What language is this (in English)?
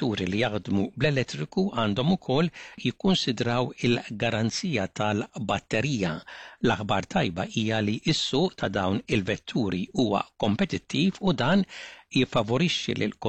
Maltese